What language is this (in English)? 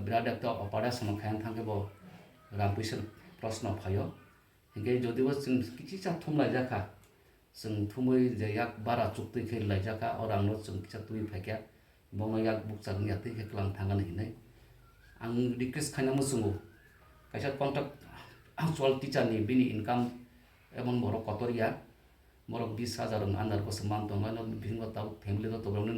Kok Borok